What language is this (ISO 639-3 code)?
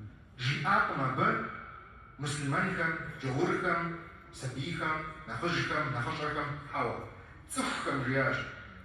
kbd